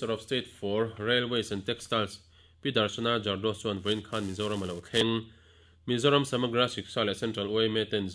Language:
Mizo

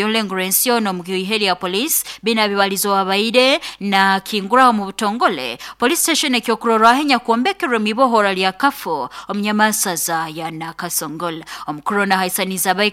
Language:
Nyoro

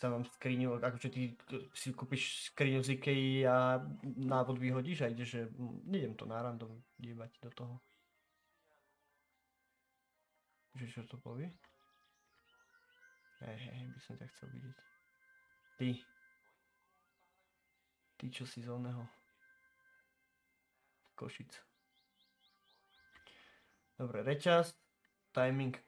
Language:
Slovak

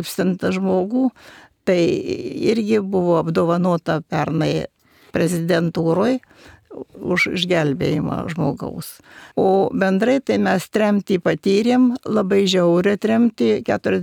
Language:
Lithuanian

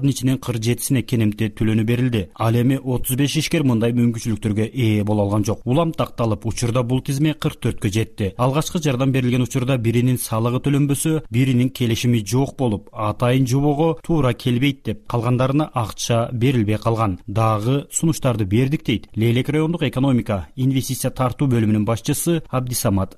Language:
Kyrgyz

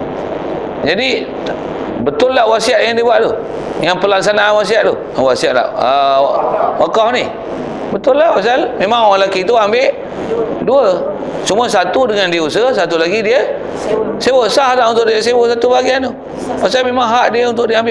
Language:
Malay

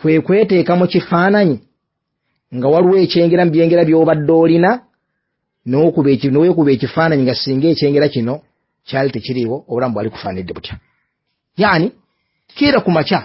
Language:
Ganda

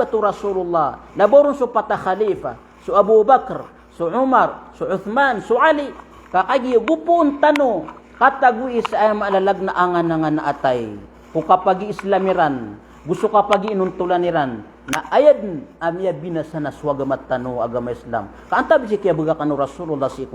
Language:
Maranao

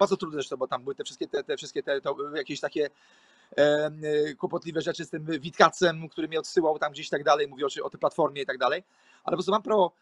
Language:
Polish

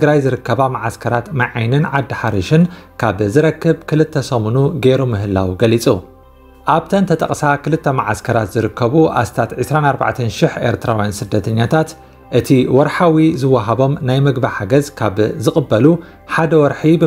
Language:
Tigrinya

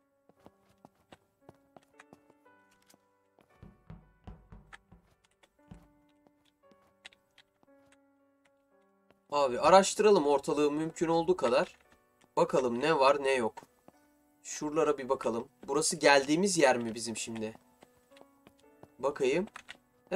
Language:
Turkish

